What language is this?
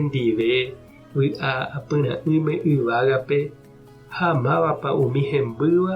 Guarani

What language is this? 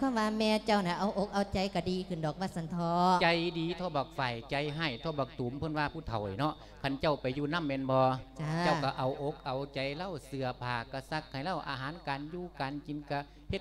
Lao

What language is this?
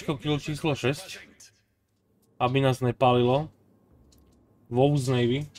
Slovak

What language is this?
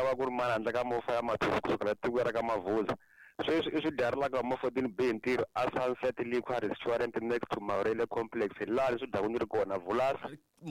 Tsonga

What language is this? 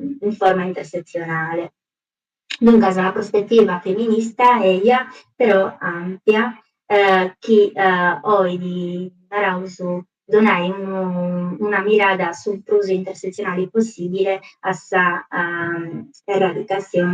Sardinian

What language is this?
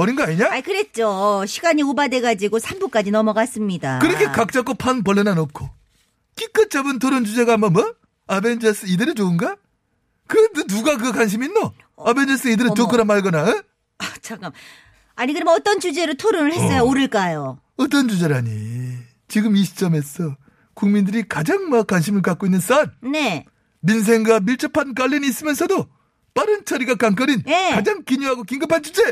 Korean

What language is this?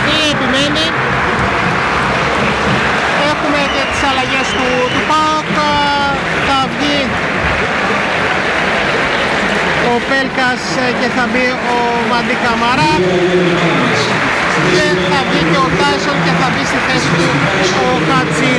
Greek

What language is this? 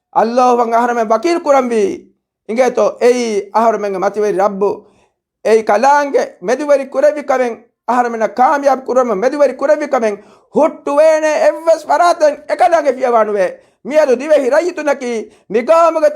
Divehi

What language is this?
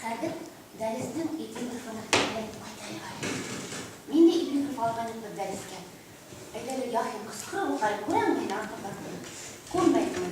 Bashkir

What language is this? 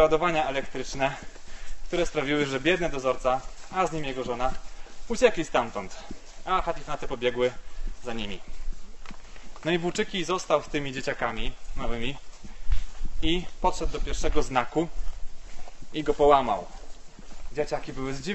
Polish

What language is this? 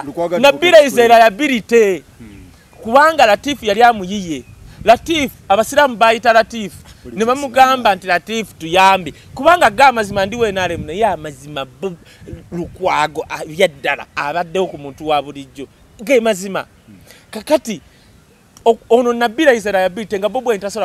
Ganda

